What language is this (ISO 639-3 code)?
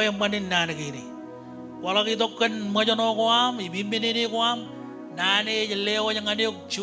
mah